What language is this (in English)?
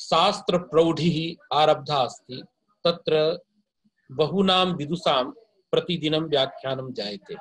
Sanskrit